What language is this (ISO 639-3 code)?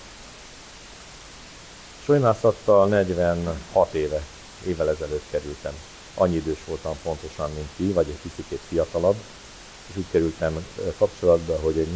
hun